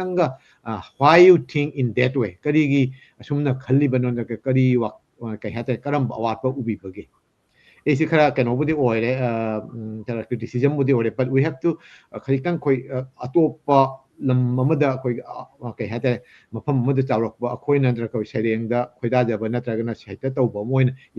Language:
Manipuri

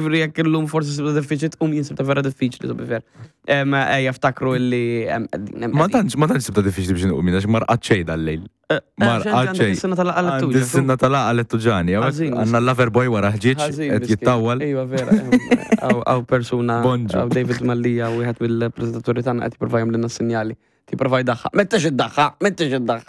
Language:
Maltese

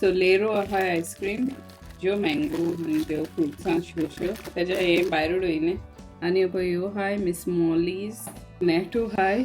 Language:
Konkani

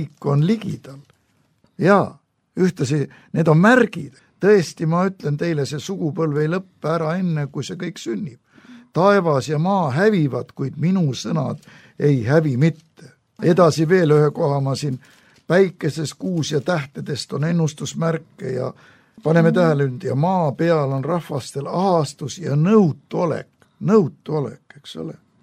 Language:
Estonian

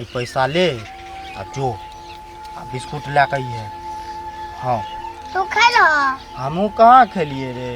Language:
Maithili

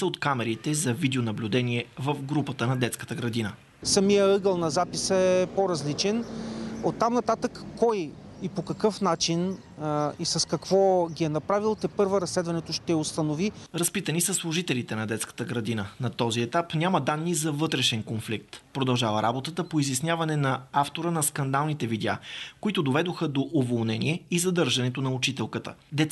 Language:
Bulgarian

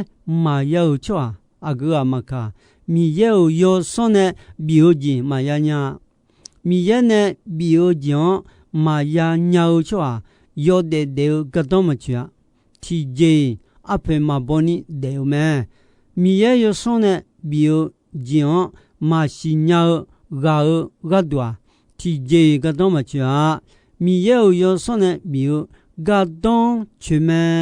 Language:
Akha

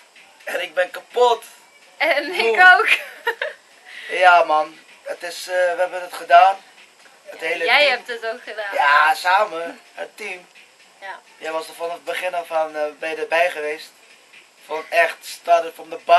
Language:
Dutch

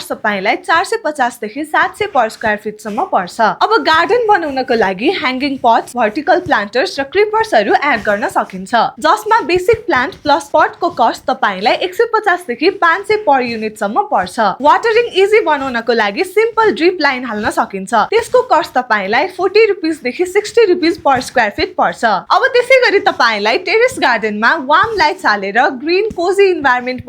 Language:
Nepali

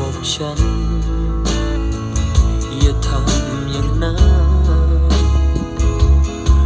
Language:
Thai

